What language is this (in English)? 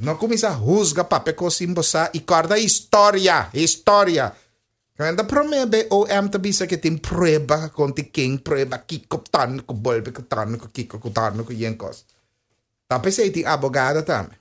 Papiamento